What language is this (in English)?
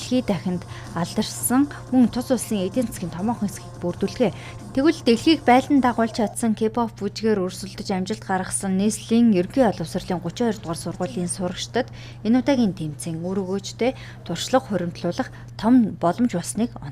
Mongolian